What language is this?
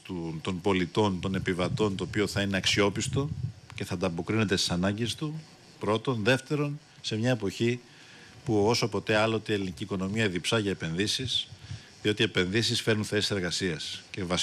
Greek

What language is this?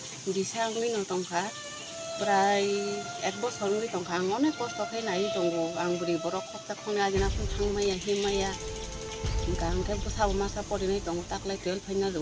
Kok Borok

